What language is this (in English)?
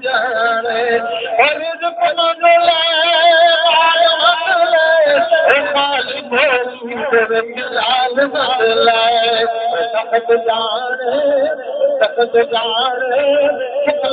Saraiki